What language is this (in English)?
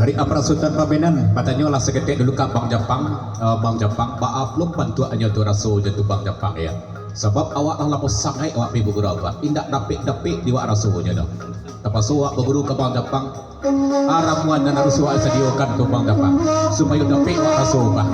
Minangkabau